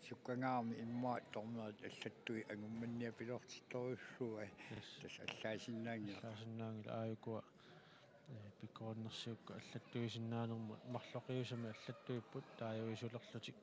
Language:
Kalaallisut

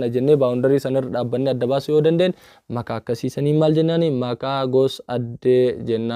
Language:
Oromo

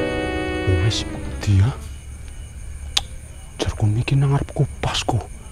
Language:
Javanese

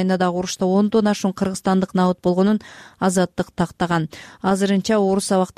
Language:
Kyrgyz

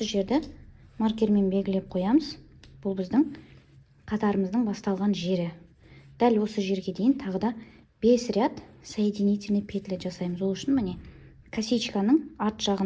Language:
Kazakh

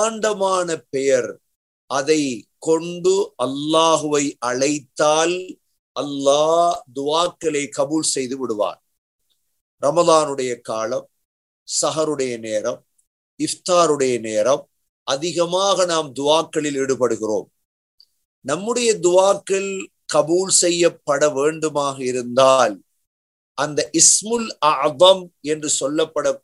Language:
Tamil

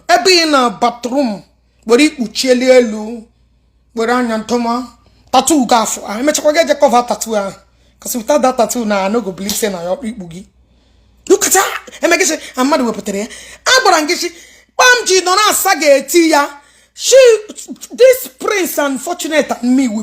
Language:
Igbo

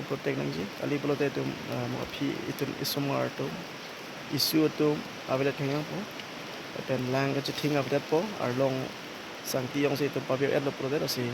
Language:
Karbi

